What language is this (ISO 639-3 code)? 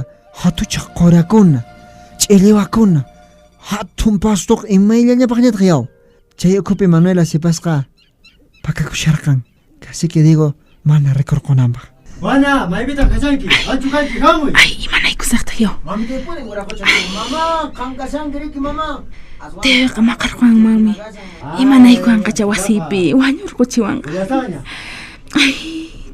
que